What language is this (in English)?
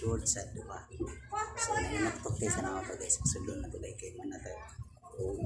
Cebuano